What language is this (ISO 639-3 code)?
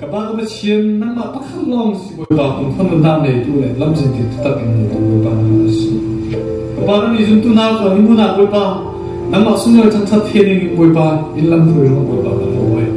cfm